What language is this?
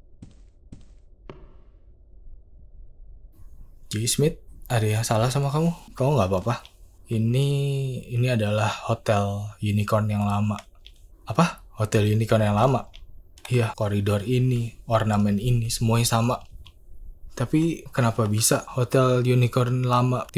Indonesian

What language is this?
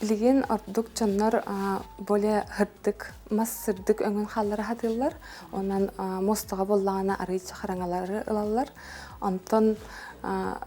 Yakut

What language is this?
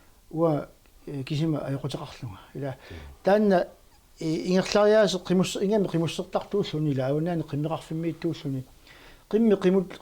Kalaallisut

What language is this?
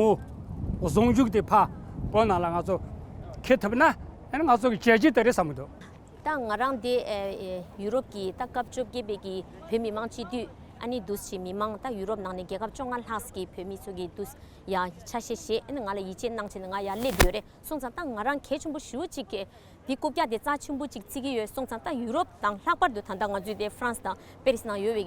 Tibetan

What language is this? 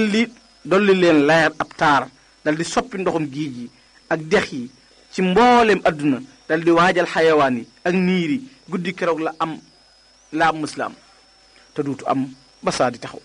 Wolof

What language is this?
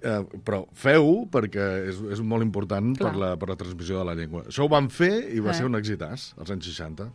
Catalan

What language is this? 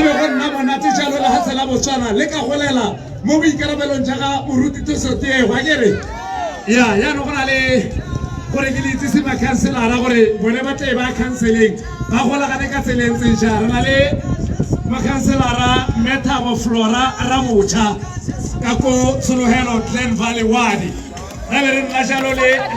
Tswana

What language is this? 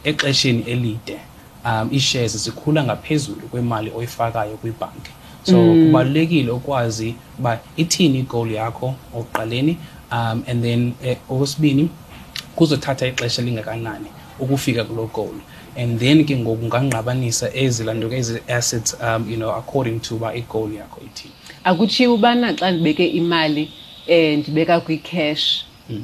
Xhosa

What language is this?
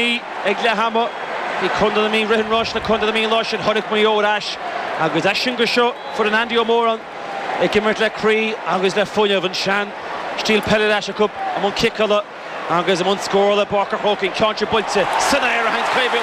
Irish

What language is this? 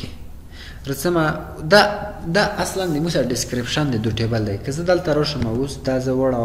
Pashto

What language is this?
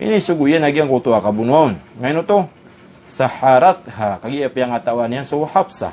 Maranao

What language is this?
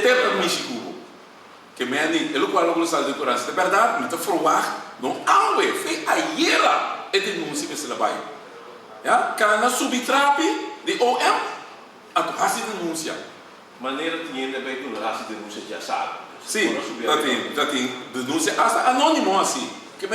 Papiamento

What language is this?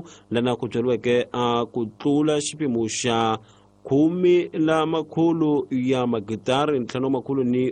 Tsonga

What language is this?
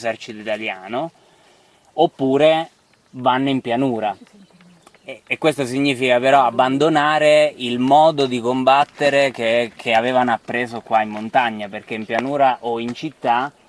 Italian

